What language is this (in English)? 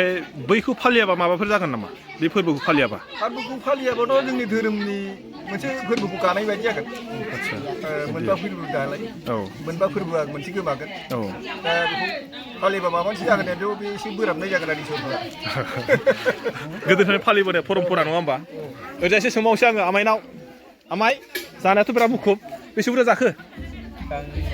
Bodo